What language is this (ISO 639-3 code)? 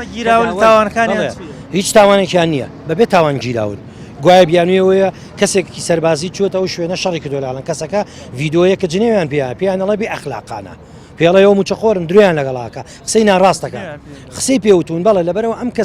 ckb